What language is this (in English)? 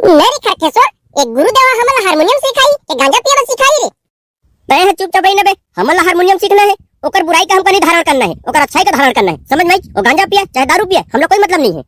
Chhattisgarhi